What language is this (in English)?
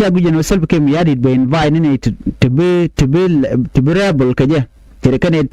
Nuer